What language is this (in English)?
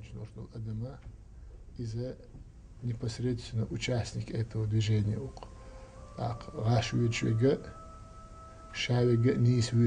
Chechen